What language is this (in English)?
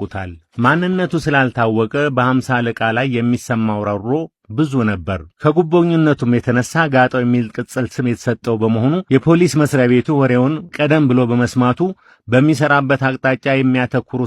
Amharic